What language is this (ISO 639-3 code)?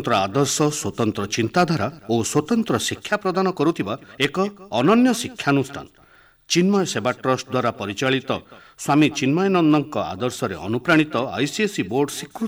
ori